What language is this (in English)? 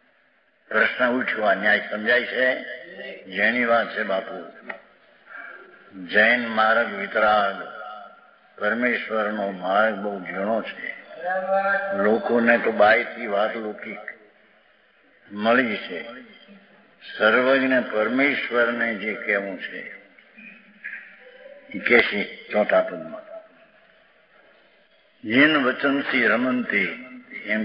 Gujarati